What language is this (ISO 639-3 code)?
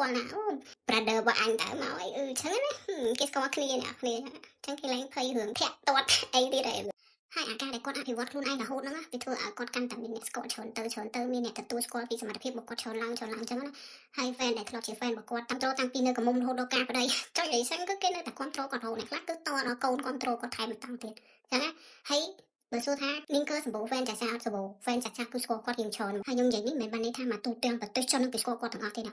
khm